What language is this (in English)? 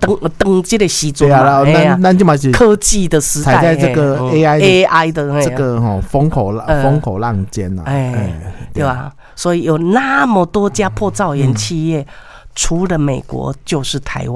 Min Nan Chinese